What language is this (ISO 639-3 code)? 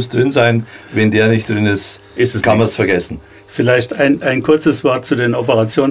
deu